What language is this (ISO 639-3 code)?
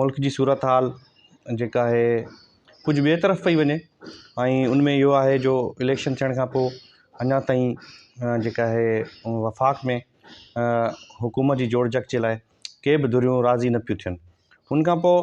snd